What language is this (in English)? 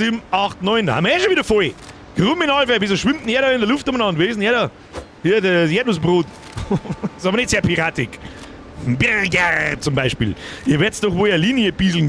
Bavarian